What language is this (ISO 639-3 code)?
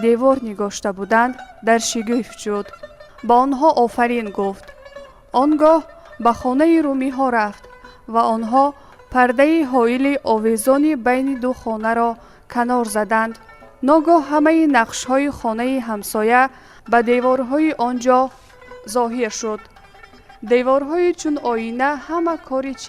tgk